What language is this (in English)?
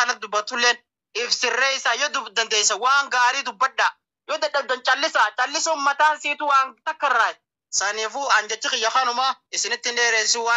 Oromo